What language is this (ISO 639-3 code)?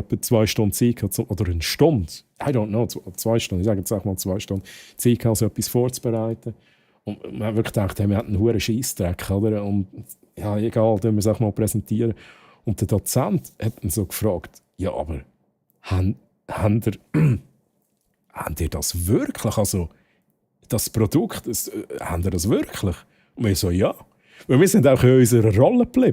gsw